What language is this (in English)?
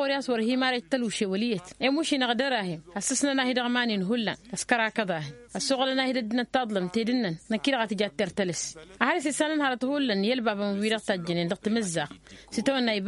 Tamasheq